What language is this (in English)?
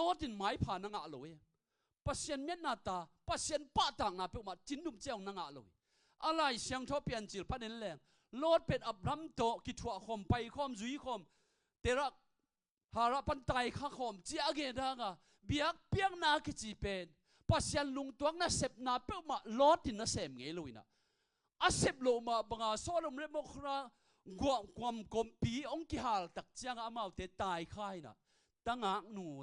Tedim Chin